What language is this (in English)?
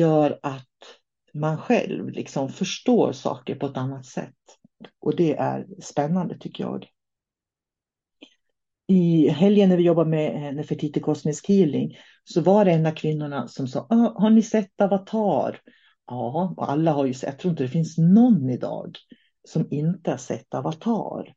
Swedish